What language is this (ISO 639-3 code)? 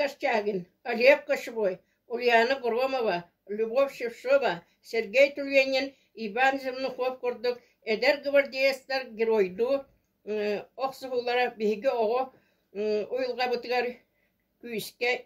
sah